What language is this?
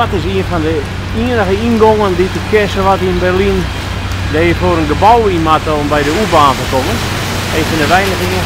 Western Frisian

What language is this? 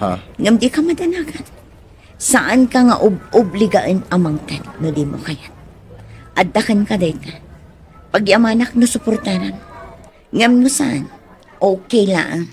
Iloko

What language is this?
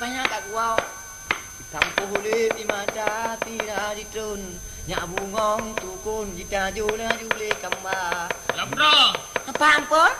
Achinese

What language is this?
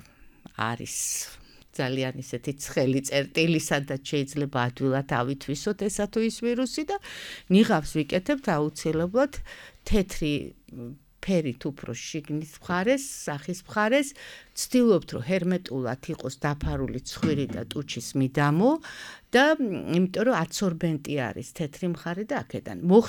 Georgian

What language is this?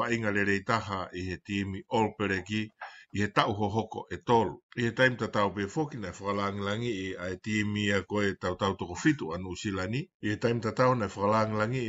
Tongan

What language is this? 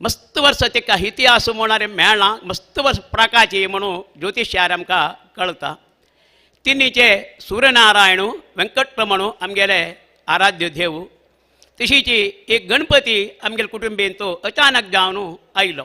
Konkani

